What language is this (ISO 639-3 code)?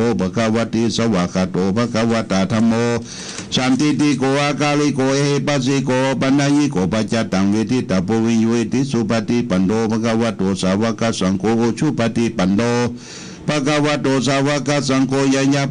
pli